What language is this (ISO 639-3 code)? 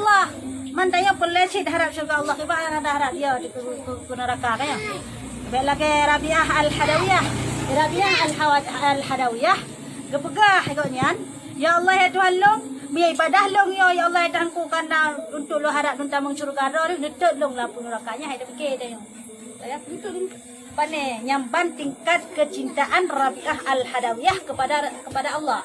ace